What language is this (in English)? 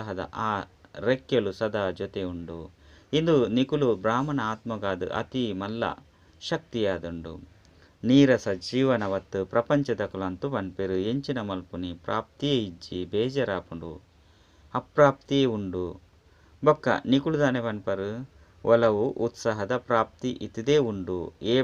Tulu